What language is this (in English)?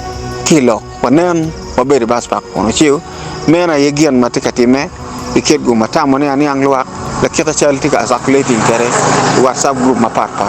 Acoli